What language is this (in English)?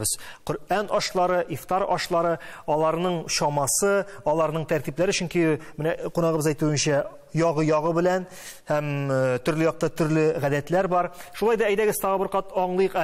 Tatar